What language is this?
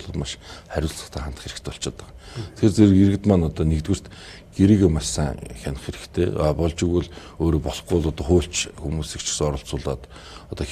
Mongolian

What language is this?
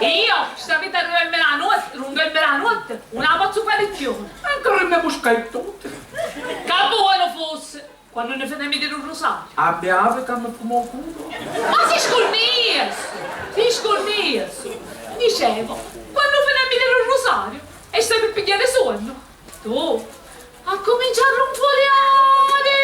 Sicilian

